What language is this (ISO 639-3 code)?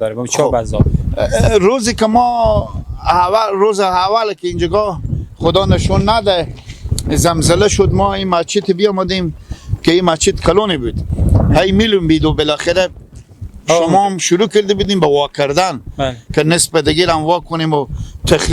fas